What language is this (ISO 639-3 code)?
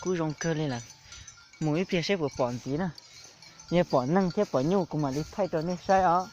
hmn